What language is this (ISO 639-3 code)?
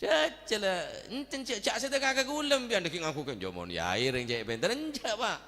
mad